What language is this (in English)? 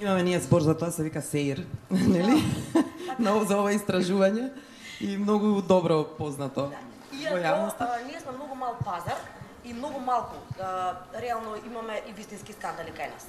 Macedonian